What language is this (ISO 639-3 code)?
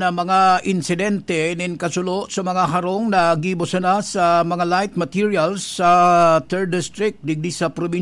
bik